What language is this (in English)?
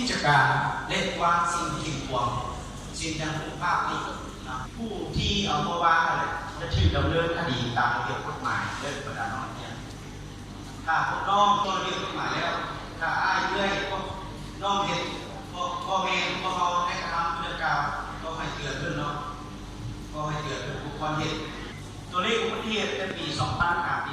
Lao